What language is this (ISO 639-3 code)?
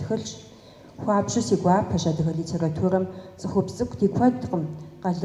kbd